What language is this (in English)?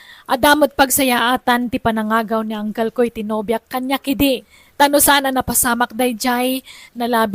Iloko